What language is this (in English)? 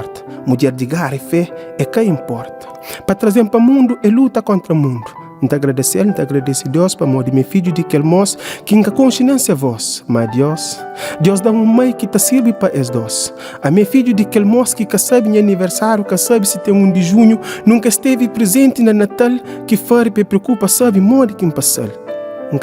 Kabuverdianu